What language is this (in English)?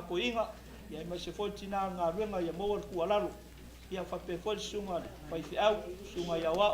Samoan